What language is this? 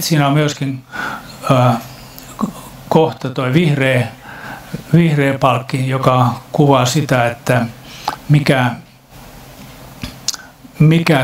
Finnish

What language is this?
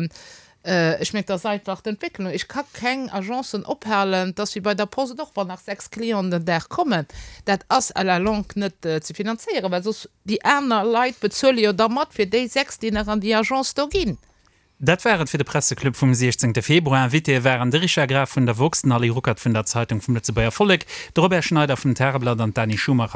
Luxembourgish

